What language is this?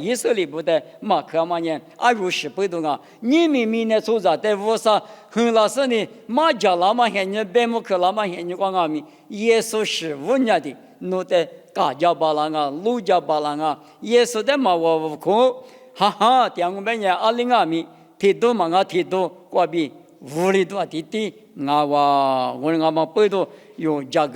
Lisu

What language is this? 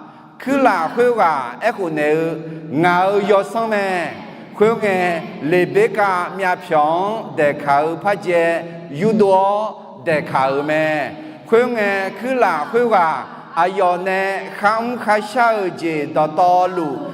Akha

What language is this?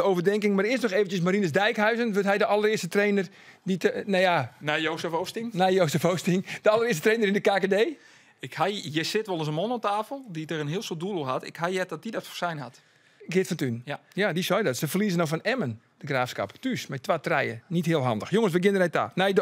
Western Frisian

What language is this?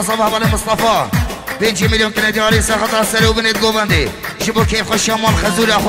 Kurdish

